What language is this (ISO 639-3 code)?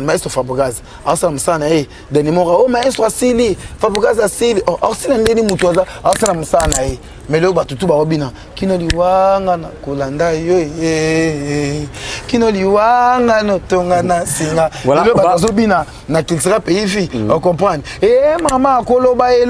lin